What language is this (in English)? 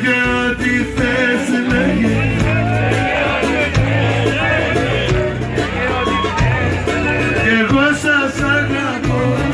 Greek